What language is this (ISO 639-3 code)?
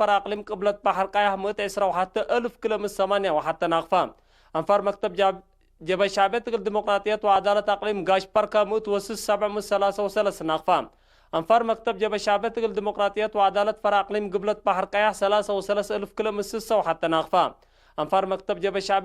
tig